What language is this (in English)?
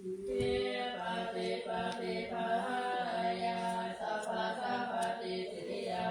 Pali